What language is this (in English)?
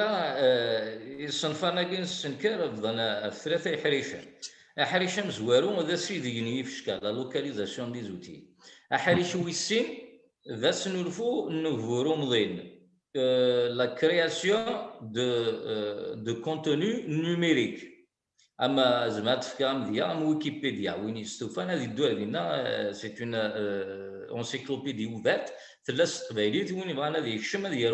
Kabyle